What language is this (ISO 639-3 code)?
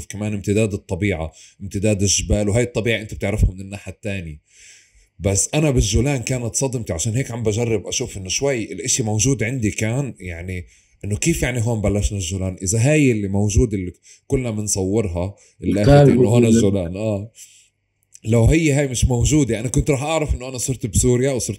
apc